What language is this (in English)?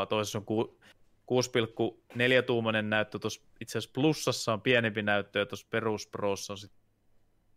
Finnish